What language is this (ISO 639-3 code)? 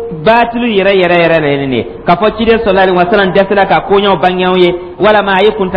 dyu